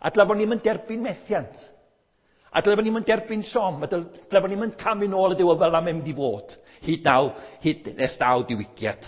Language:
Welsh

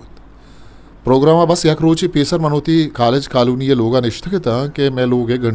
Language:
Eastern Balochi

